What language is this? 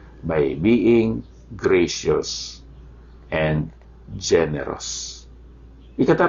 Hiligaynon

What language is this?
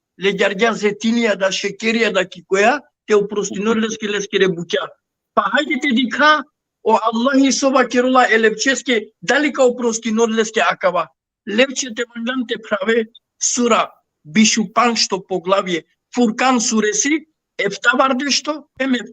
Balkan Romani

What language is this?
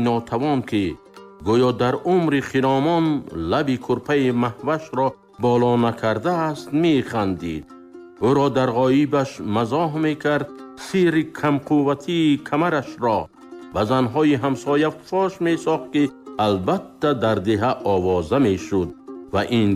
Tajik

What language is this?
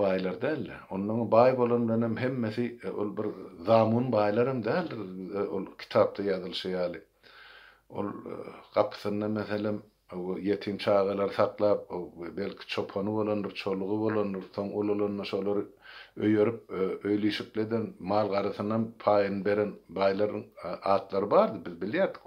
Turkmen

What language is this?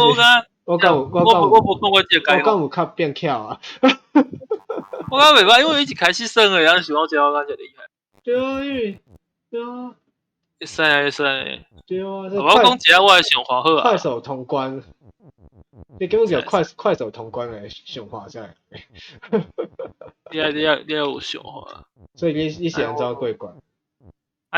Min Nan Chinese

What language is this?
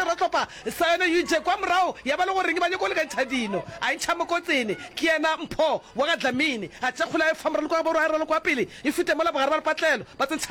Northern Sotho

